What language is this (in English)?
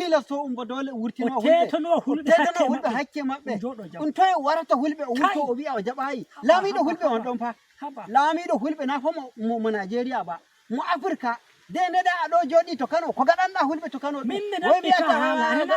Fula